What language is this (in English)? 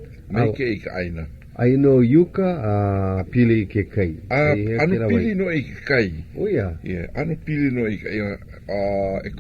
Hawaiian